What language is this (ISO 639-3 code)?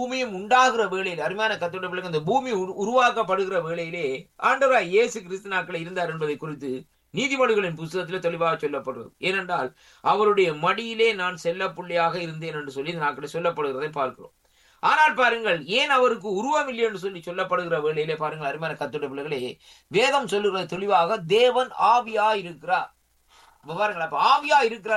tam